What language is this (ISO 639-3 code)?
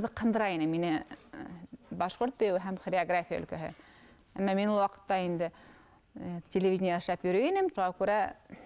bak